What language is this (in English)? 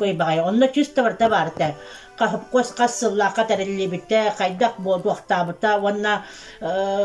Yakut